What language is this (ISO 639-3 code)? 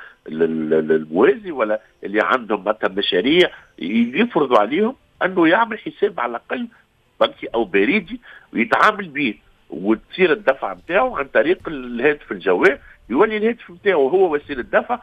aeb